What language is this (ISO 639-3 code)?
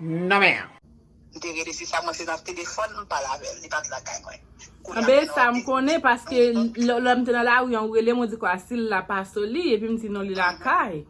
hat